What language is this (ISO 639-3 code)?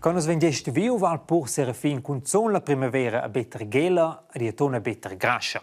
roh